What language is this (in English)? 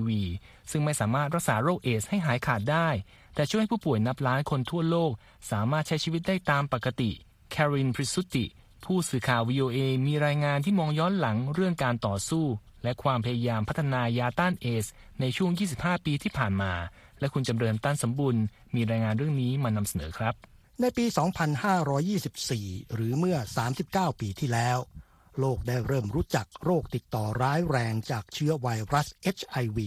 Thai